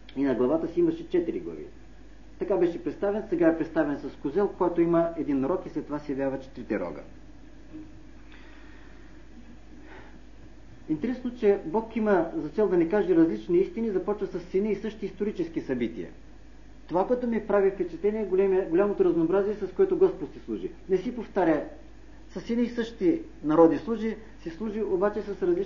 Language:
Bulgarian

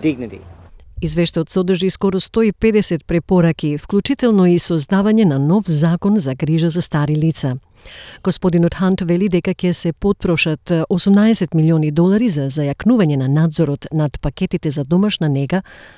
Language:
Macedonian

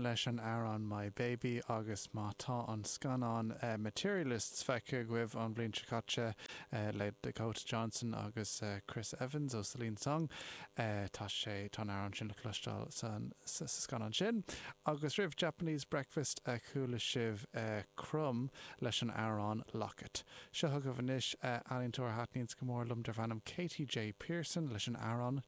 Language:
Irish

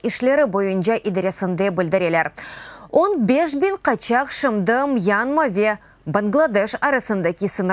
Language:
Crimean Tatar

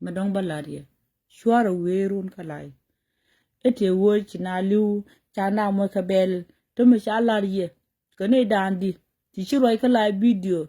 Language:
Nuer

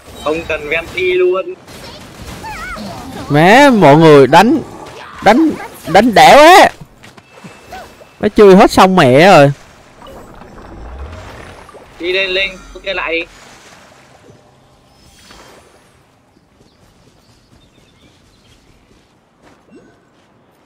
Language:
Vietnamese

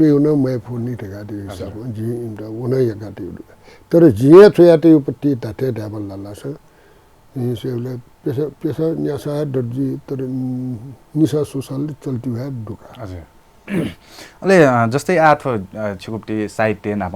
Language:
Newari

